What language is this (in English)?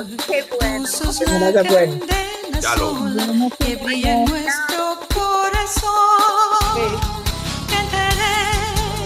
Ladino